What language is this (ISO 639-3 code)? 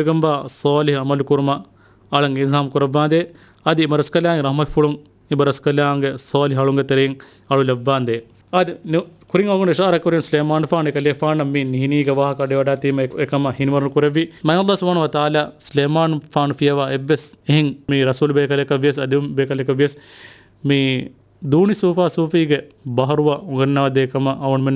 div